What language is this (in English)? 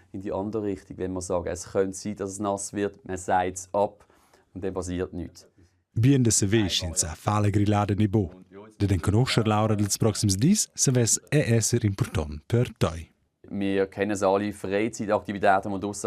Romansh